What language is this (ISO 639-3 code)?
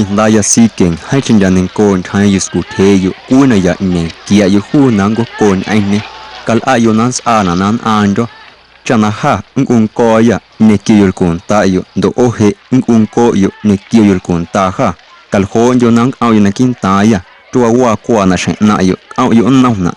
amu